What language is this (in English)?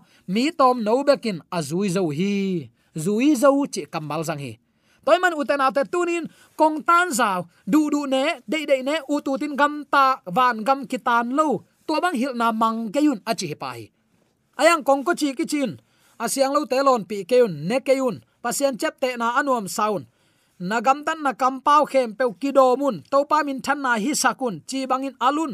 Tedim Chin